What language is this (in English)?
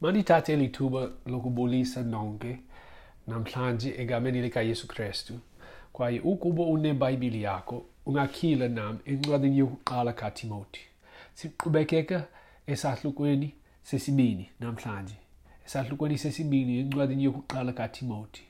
Xhosa